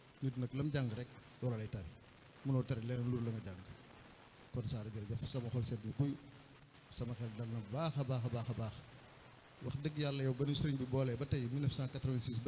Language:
Wolof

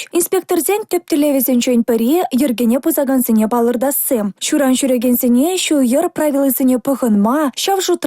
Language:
Chuvash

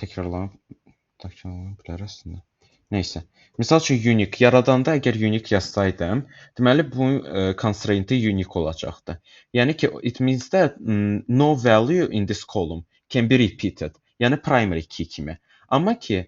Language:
Azerbaijani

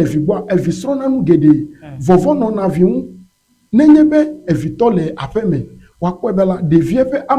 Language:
Ewe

